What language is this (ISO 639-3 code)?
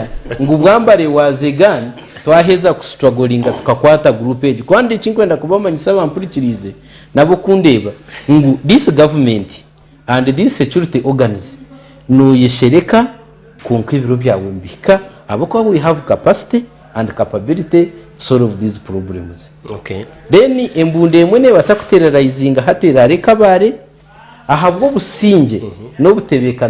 nyn